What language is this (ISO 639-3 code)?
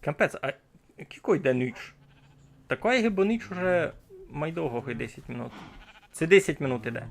rue